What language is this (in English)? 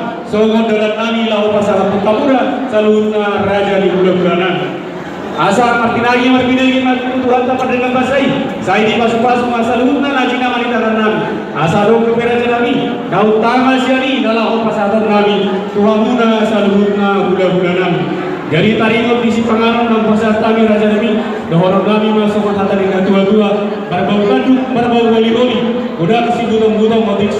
Batak Toba